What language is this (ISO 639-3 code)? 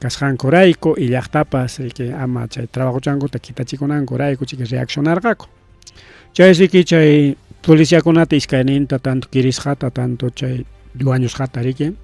quy